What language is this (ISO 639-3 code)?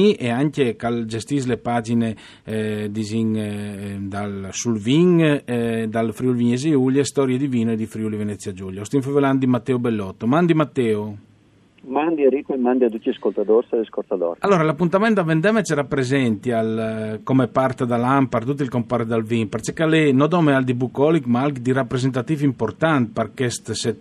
fur